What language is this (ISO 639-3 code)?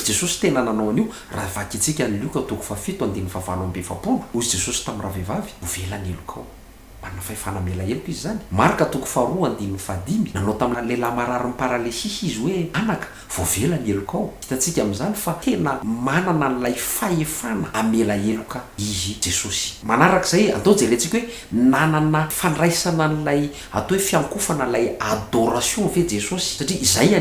mlg